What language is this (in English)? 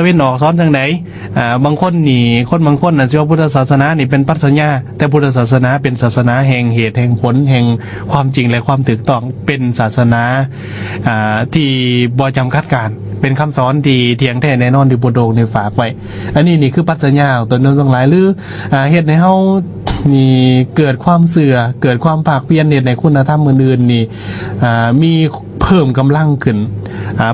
Lao